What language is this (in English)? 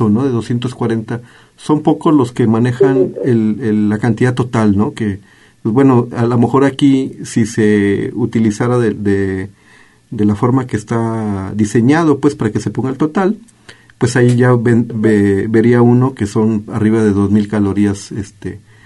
Spanish